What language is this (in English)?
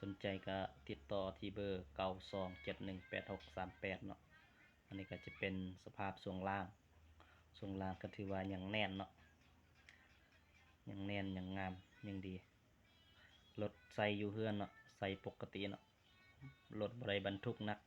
Lao